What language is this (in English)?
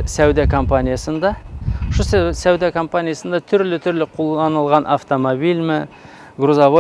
Tatar